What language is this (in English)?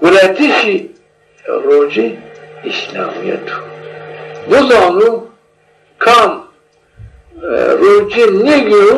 Zaza